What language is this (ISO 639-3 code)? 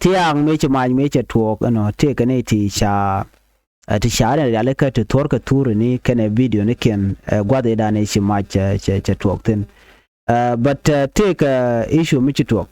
nus